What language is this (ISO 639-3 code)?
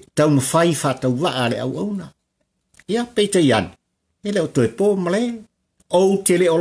smo